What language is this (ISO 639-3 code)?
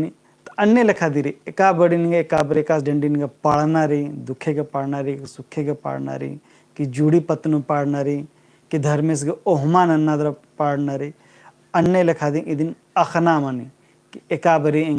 kru